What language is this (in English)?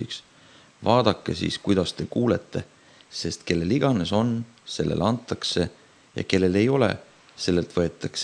Estonian